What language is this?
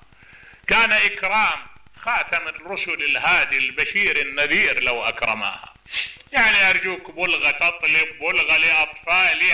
Mesopotamian Arabic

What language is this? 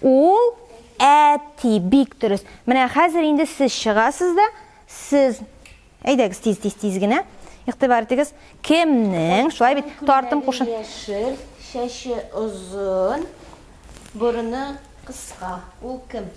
Tatar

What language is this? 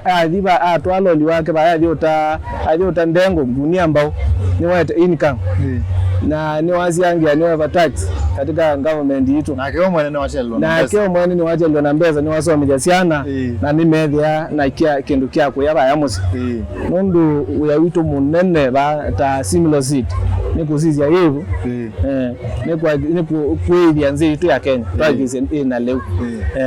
Kamba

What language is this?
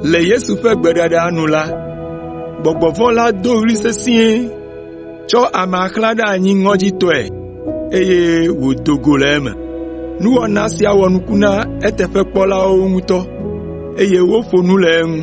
Ewe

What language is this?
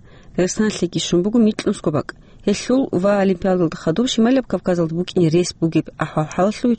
Avaric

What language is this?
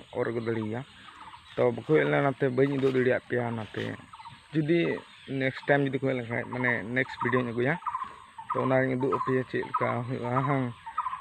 Santali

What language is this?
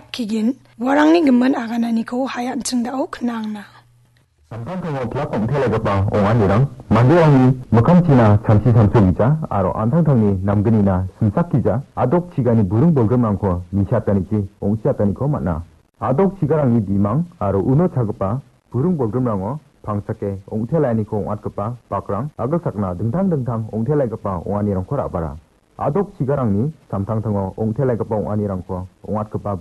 Garo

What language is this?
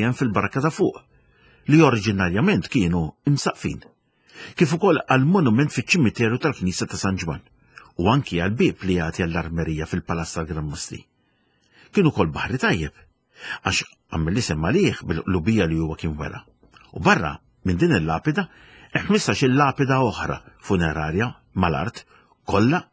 Maltese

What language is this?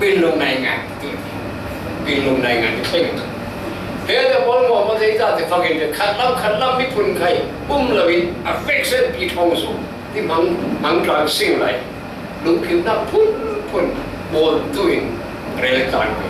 Falam Chin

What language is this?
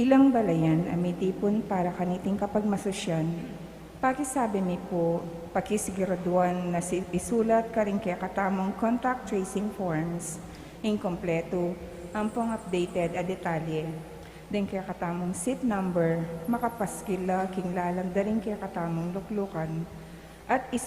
Pampanga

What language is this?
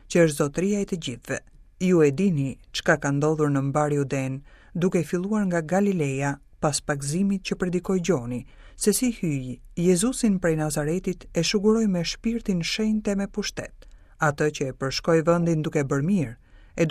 Albanian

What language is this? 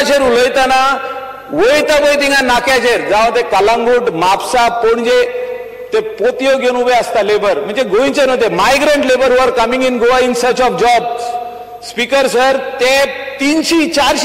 Konkani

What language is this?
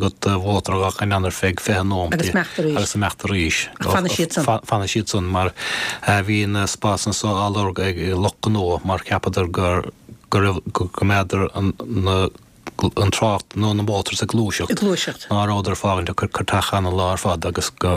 Irish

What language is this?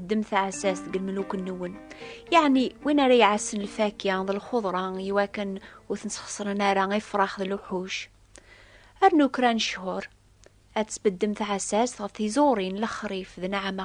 Kabyle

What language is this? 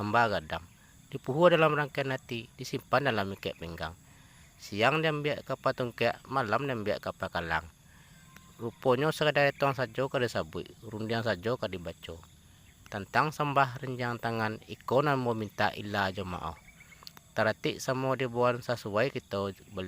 Minangkabau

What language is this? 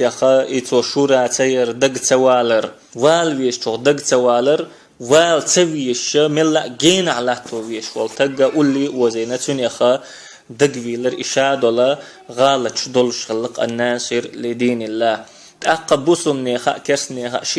Chechen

